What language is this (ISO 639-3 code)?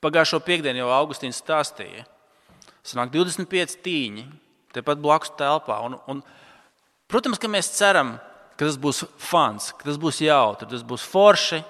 lav